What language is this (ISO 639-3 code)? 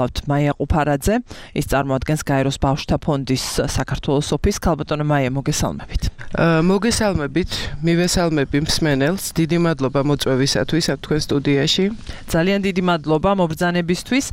kat